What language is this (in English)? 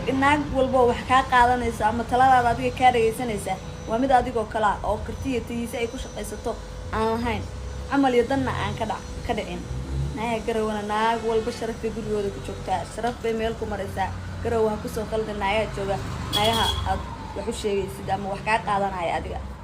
Somali